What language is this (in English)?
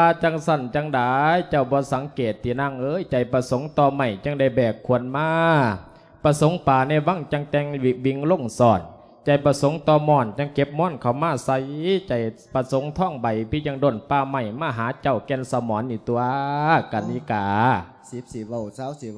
Lao